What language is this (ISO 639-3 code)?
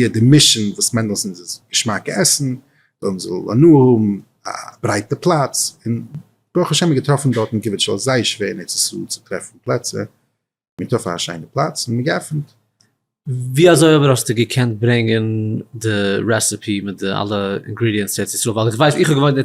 yid